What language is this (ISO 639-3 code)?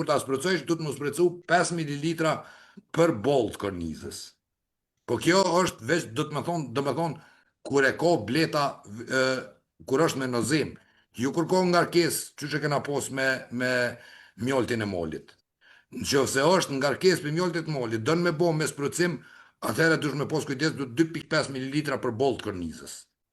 sqi